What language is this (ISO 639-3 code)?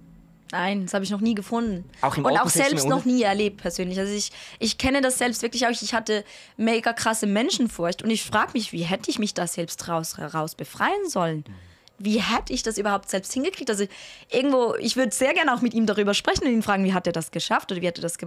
gsw